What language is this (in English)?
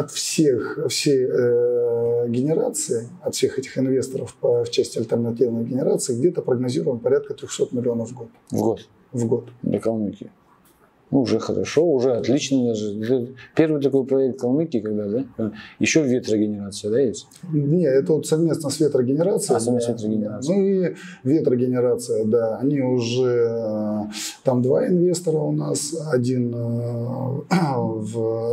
Russian